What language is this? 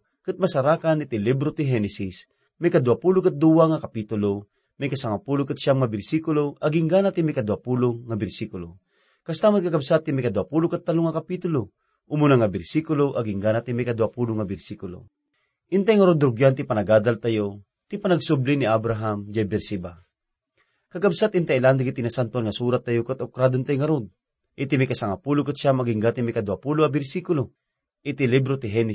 Iloko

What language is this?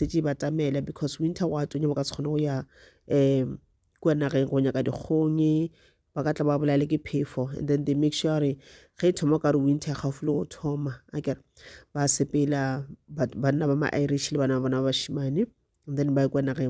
Northern Sotho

